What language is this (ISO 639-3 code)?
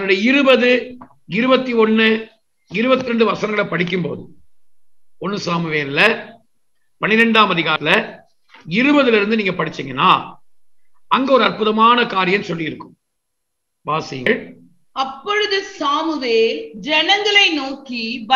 tam